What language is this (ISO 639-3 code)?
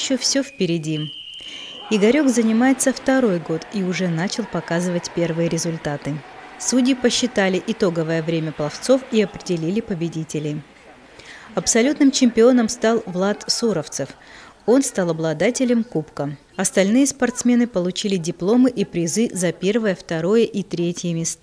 rus